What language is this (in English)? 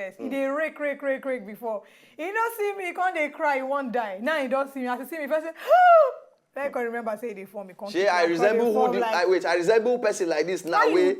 Nigerian Pidgin